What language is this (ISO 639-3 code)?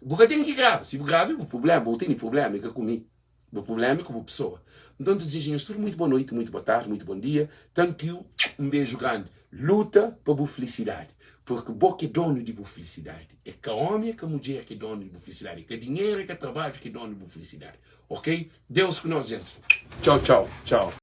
kea